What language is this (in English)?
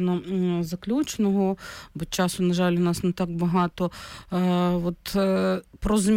Ukrainian